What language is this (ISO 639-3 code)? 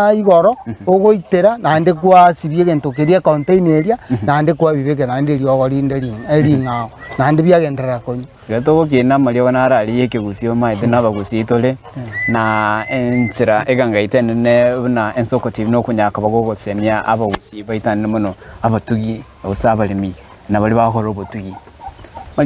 guz